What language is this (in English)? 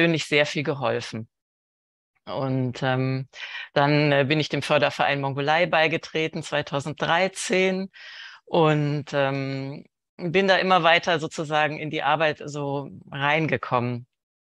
German